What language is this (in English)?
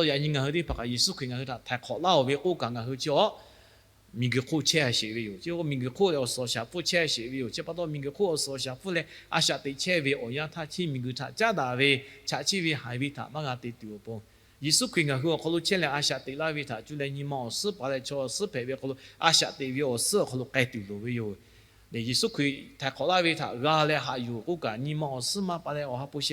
Lahu